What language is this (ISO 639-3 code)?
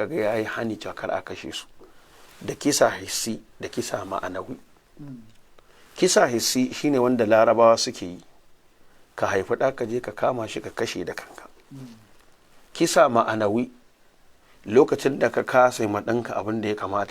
hau